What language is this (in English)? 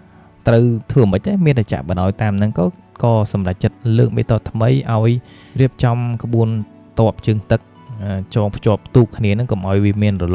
Khmer